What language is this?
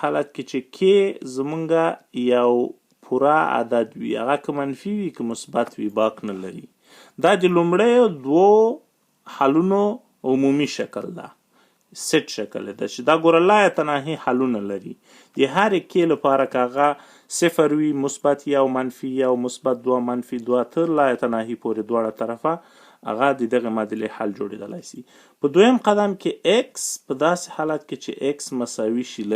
Pashto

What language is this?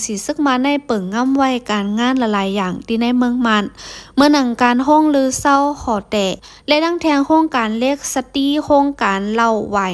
Shan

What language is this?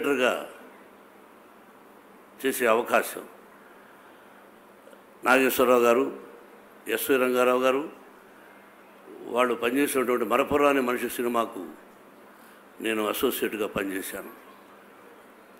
Telugu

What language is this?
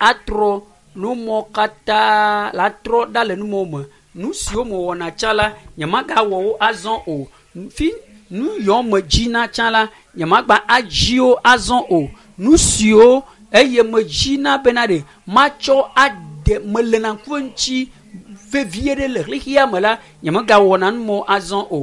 Ewe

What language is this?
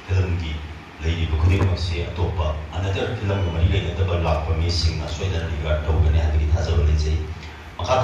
Manipuri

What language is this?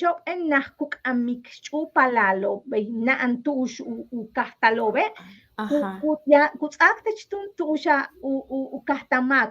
Yucateco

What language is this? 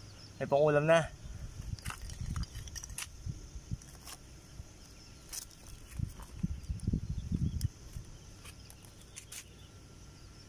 Filipino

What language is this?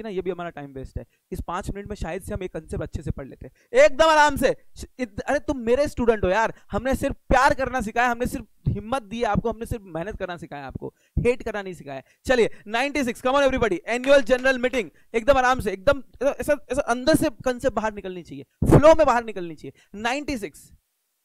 Hindi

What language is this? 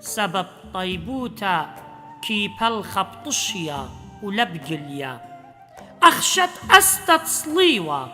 Assyrian Neo-Aramaic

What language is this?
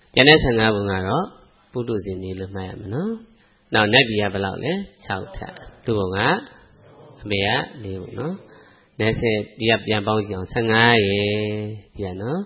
Burmese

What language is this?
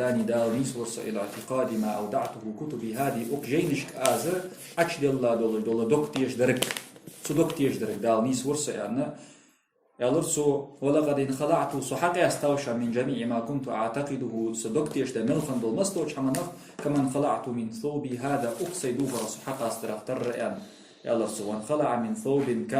Ingush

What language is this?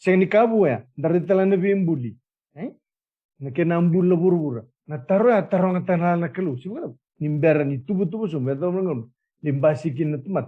Fijian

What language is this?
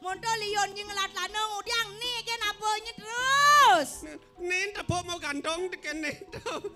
Balinese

